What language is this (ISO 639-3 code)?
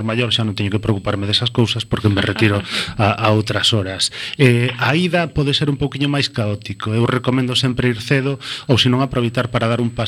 glg